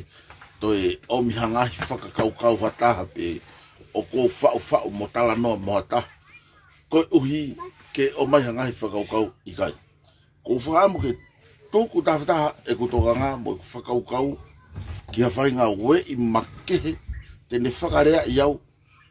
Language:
Tongan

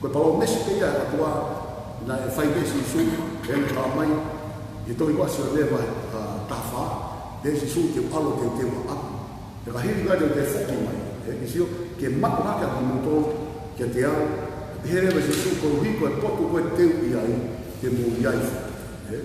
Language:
Tongan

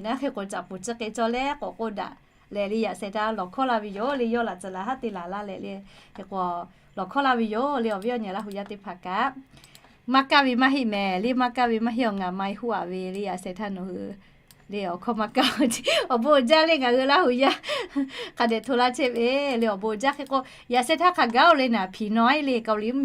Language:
Lahu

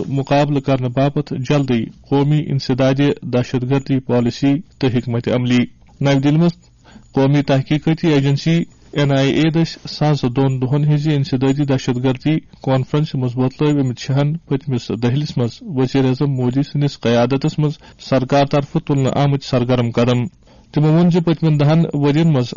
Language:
Kashmiri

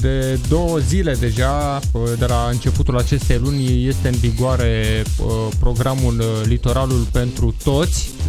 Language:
Romanian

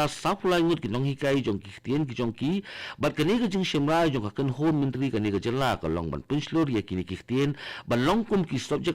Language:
Khasi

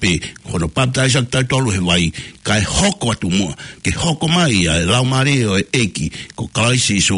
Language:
Tongan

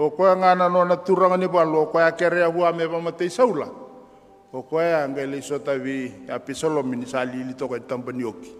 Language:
Fijian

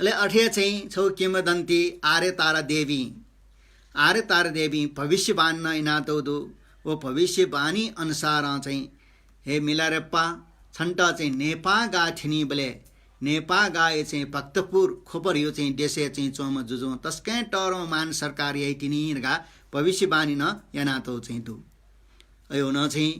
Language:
Newari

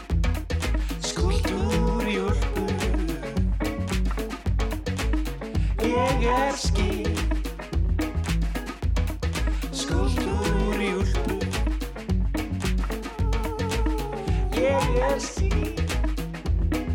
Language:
Icelandic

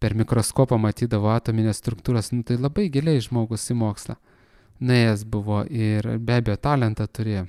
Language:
Lithuanian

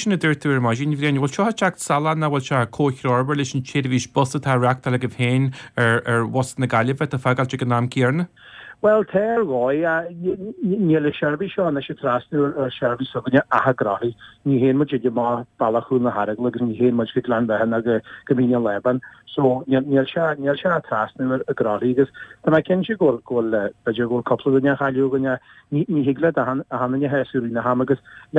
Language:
Irish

